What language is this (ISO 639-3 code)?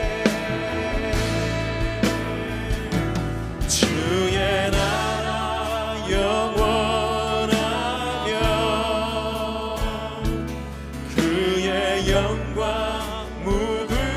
kor